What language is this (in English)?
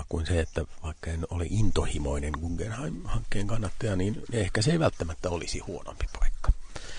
Finnish